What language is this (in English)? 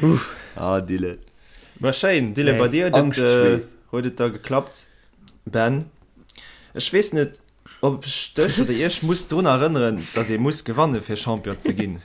Luxembourgish